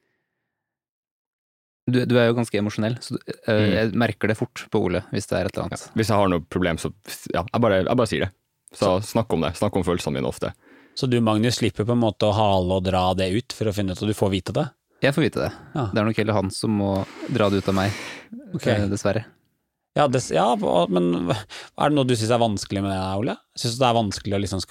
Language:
Norwegian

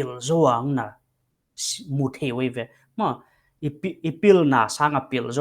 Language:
Paite Chin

